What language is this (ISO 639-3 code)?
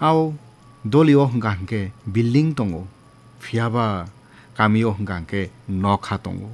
trp